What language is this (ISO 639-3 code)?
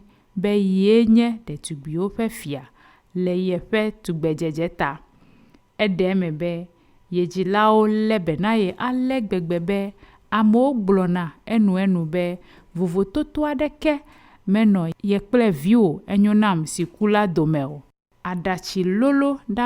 ewe